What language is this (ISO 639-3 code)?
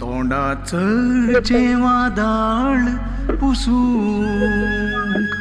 kok